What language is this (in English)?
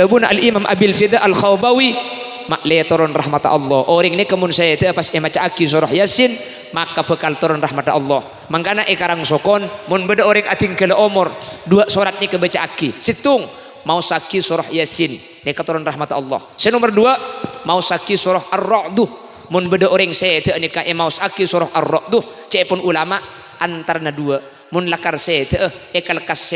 Madurese